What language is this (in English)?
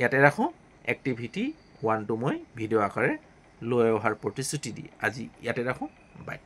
Assamese